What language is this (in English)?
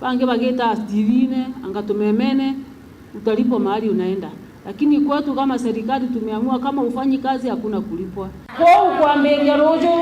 Meru